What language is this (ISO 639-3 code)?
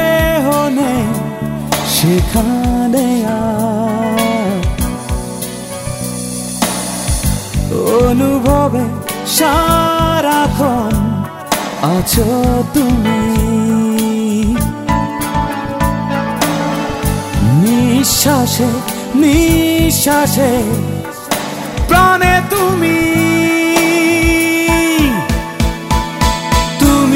ben